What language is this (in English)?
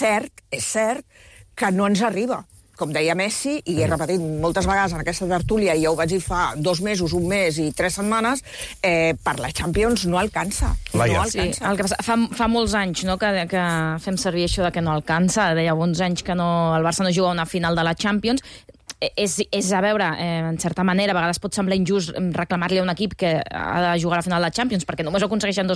Catalan